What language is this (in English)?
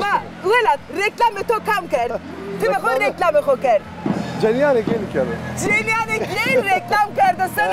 Zaza